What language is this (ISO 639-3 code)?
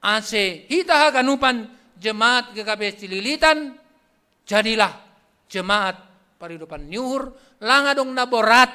bts